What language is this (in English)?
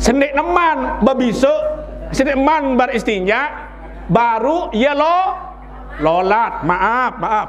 Sasak